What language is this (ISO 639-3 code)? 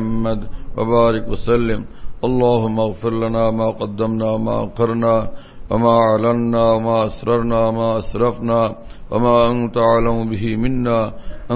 ben